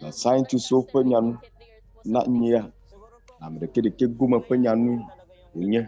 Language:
Ewe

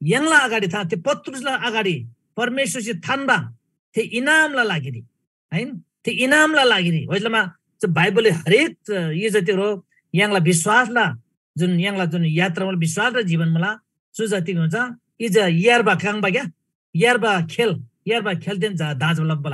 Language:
Eastern Tamang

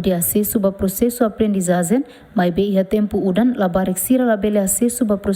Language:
Tetum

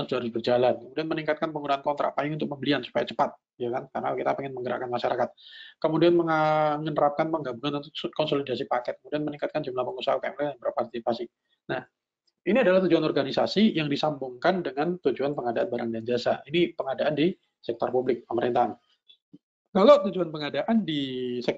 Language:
Indonesian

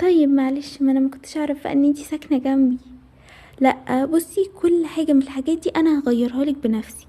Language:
Egyptian Arabic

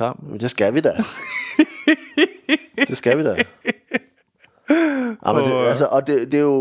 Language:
Danish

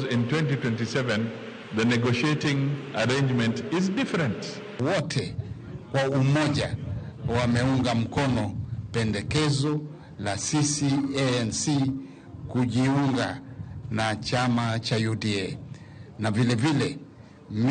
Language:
Luo (Kenya and Tanzania)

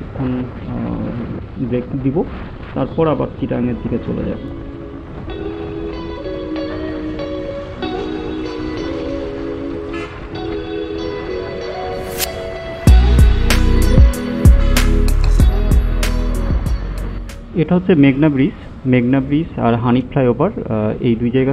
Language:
Bangla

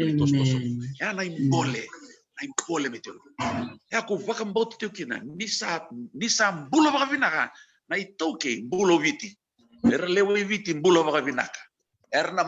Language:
Fijian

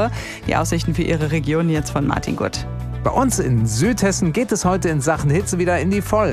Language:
German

